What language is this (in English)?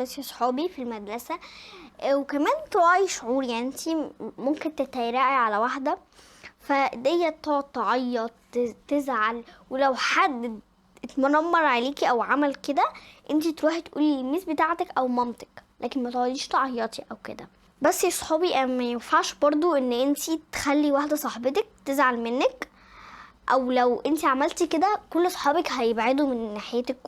Egyptian Arabic